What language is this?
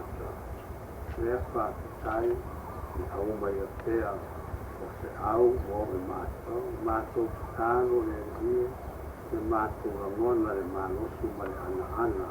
Samoan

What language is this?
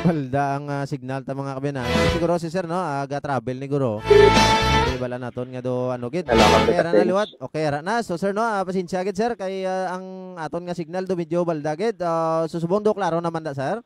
Hiligaynon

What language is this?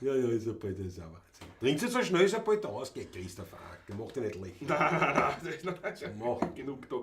Bavarian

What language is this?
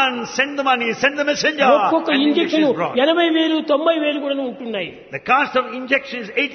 Telugu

